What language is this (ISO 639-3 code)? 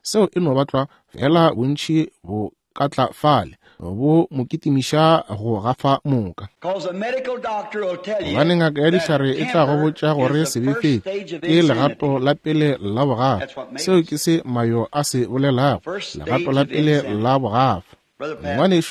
nso